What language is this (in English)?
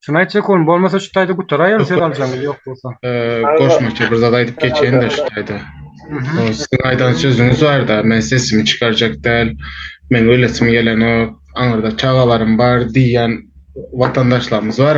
Turkmen